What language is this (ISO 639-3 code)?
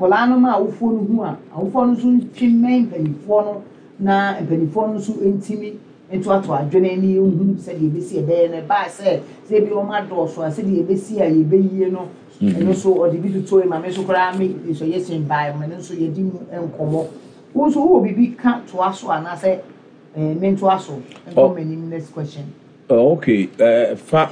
aka